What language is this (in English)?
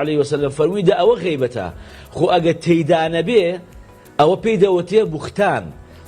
Central Kurdish